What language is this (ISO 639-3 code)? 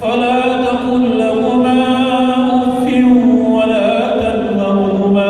mrw